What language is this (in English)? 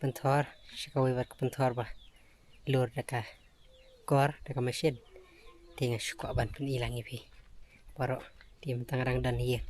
Khasi